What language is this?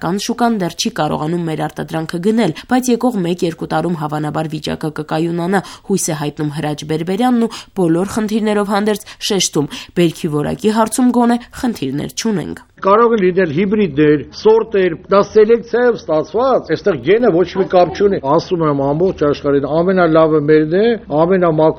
Armenian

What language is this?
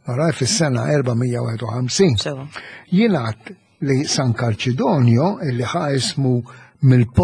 Maltese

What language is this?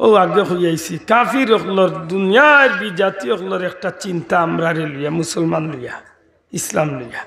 Sylheti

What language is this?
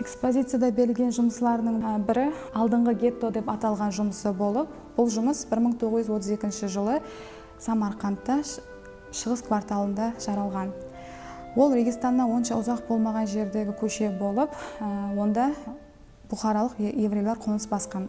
Kara-Kalpak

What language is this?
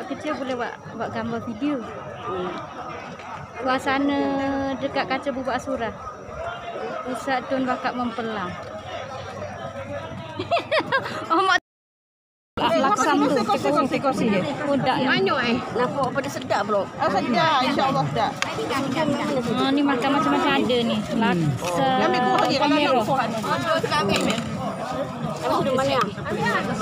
Malay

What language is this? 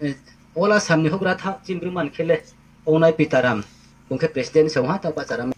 Riang (India)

